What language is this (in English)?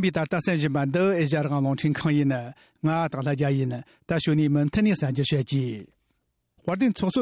Tibetan